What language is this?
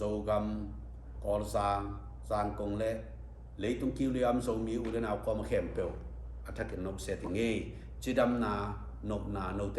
Tedim Chin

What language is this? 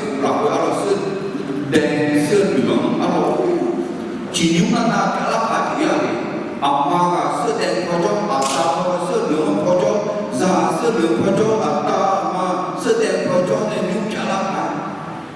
Akha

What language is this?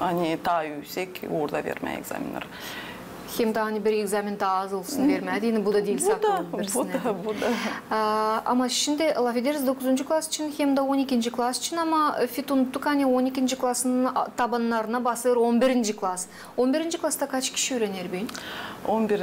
Gagauz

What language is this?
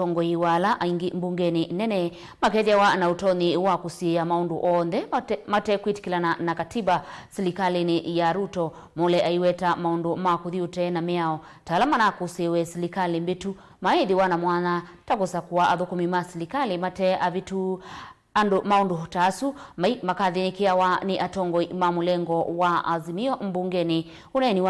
Kamba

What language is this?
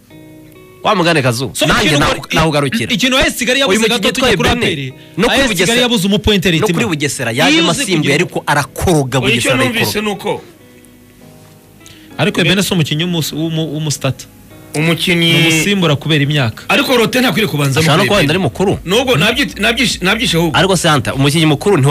Kinyarwanda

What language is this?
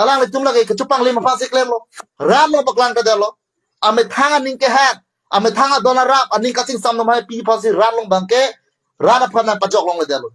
Karbi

